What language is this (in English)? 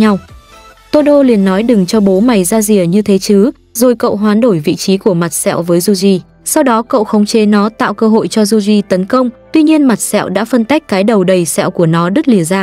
Vietnamese